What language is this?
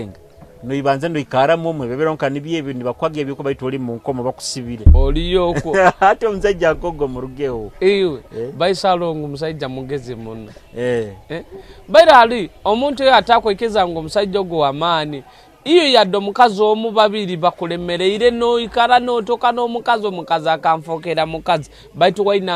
Nyoro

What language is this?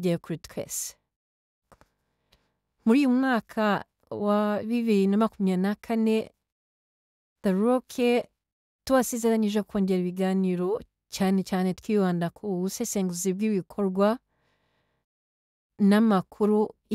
Kinyarwanda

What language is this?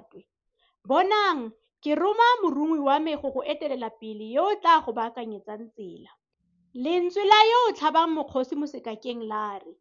Tswana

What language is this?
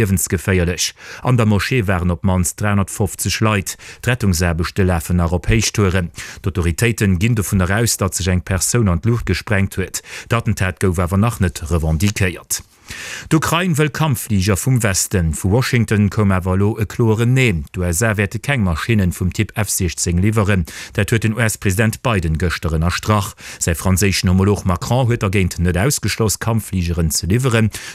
Luxembourgish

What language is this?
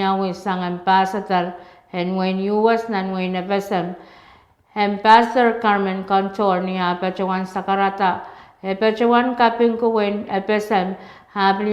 Pohnpeian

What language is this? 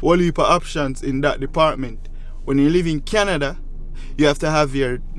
Jamaican Creole English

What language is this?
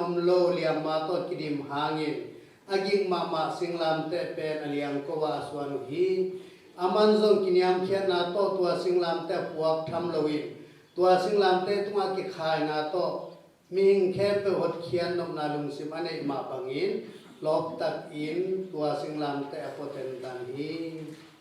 Tedim Chin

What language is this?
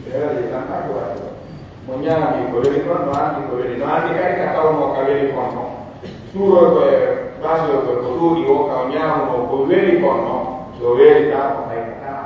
Pular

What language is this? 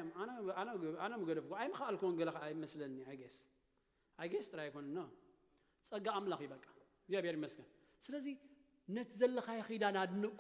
Tigrinya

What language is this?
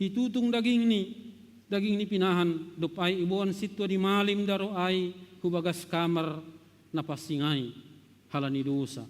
Batak Simalungun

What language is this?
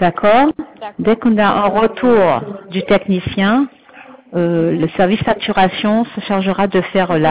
French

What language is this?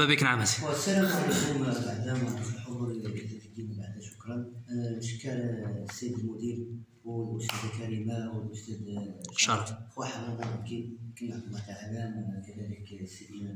Moroccan Arabic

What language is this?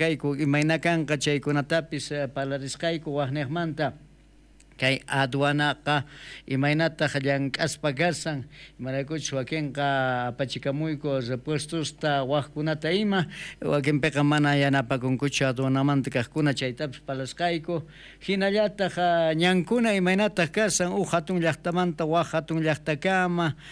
South Bolivian Quechua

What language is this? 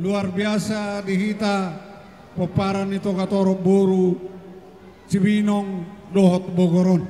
Batak Toba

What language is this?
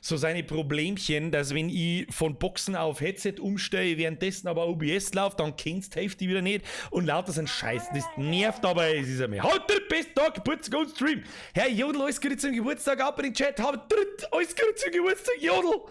Bavarian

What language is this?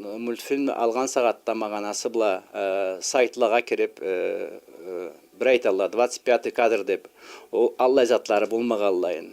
Karachay-Balkar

